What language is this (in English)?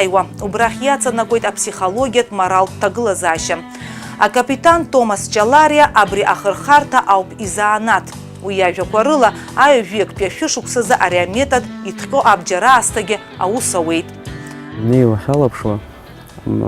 Abkhazian